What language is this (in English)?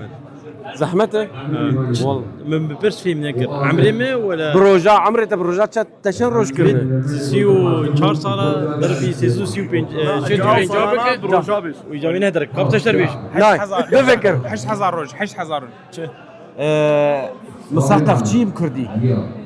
Kurdish